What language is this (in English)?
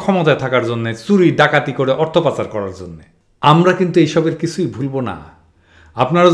Bangla